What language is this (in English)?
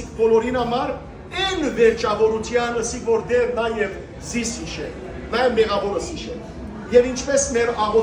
Western Armenian